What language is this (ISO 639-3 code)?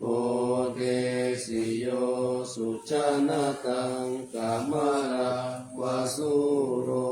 pli